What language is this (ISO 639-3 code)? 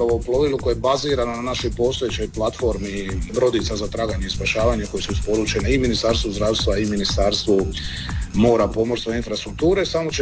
hrv